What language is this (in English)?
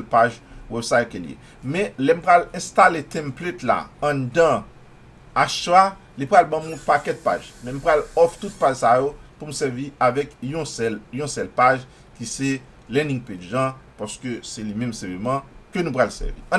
Haitian Creole